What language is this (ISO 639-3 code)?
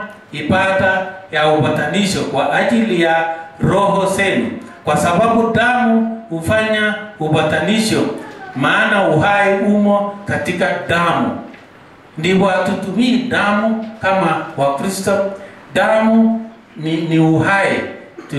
swa